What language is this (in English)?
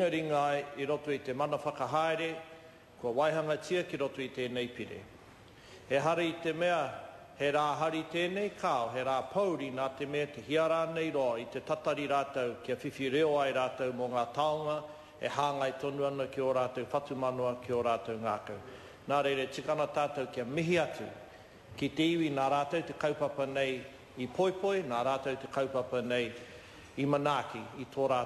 Māori